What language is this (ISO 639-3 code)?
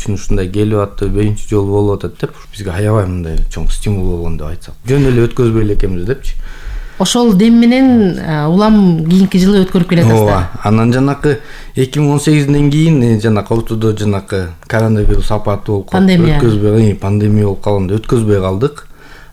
kir